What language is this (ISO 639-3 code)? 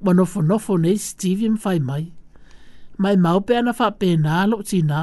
smo